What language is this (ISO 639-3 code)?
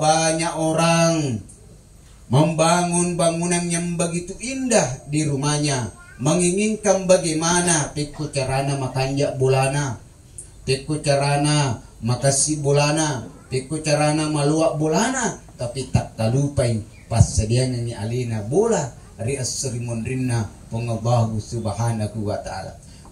bug